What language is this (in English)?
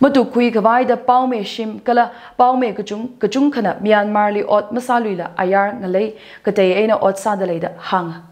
Tangkhul Naga (India)